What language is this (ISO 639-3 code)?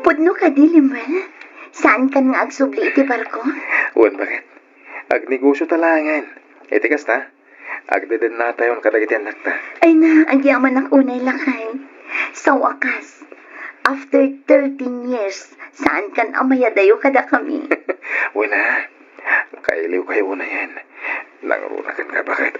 ilo